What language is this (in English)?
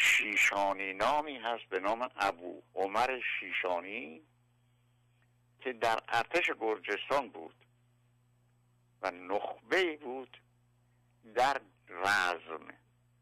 Persian